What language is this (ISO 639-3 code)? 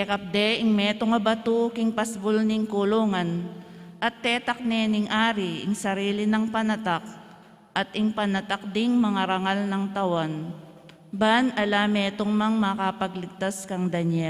pam